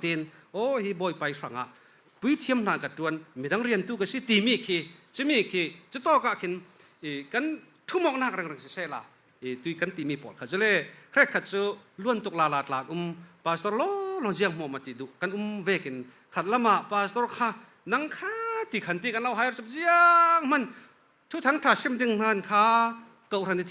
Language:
Falam Chin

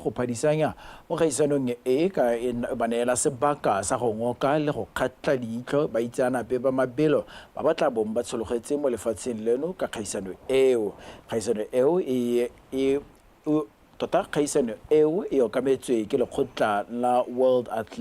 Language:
Tswana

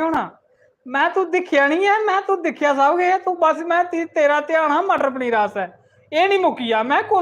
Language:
Dogri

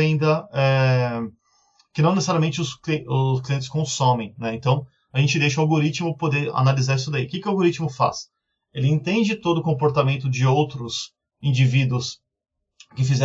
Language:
Portuguese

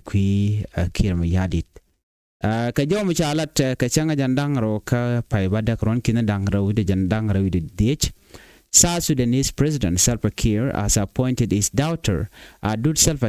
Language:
Nuer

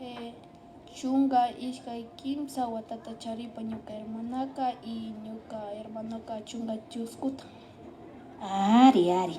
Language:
Imbabura Highland Quichua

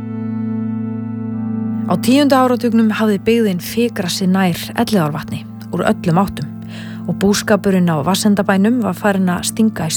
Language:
Icelandic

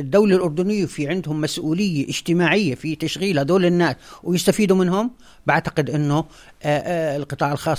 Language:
North Levantine Arabic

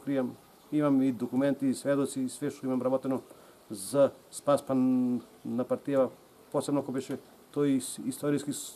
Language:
Macedonian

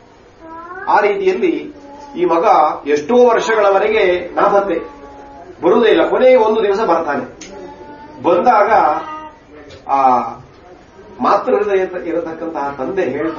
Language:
Kannada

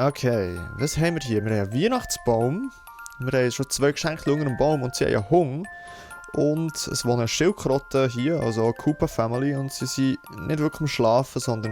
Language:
Swiss German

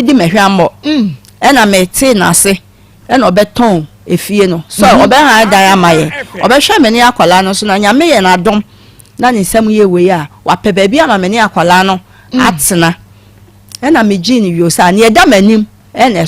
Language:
Akan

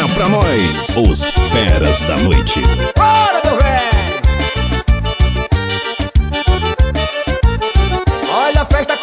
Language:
Portuguese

